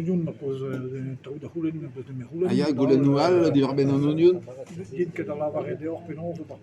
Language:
Breton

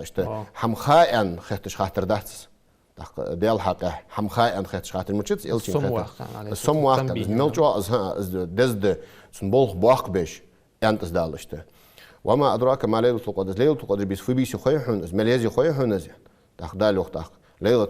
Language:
Ingush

